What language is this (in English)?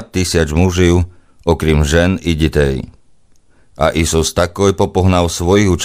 Rusyn